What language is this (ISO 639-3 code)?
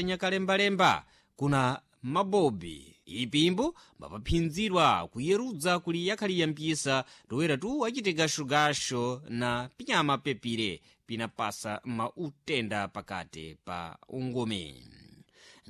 seh